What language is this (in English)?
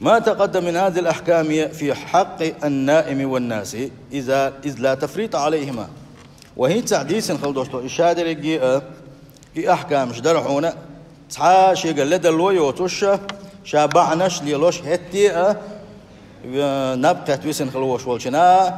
Chechen